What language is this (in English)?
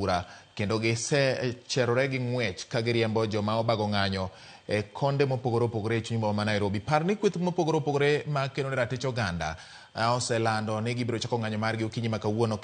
Luo (Kenya and Tanzania)